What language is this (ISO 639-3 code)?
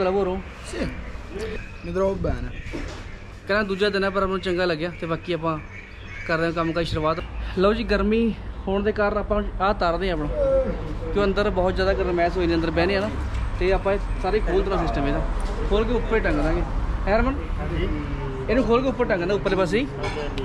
pan